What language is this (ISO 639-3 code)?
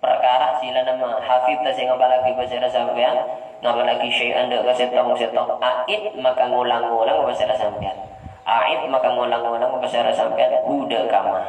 mad